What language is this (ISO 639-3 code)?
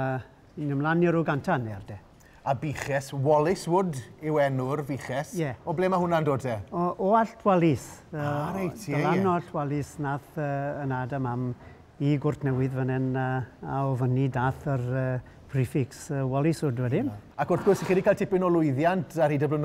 cym